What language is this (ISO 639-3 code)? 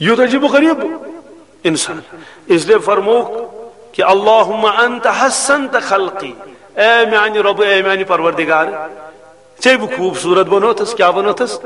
kas